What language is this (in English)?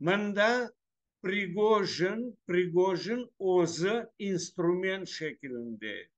Crimean Tatar